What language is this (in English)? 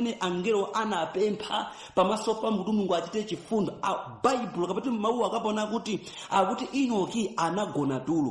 Nyanja